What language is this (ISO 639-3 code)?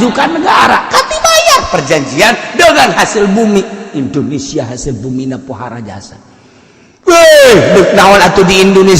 sun